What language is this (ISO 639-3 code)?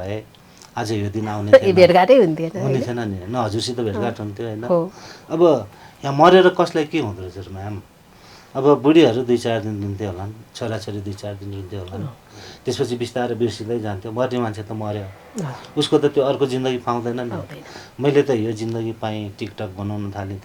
nep